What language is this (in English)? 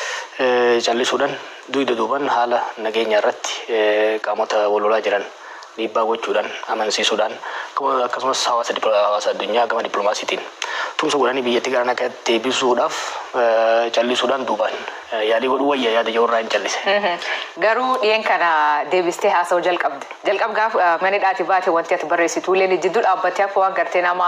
Oromo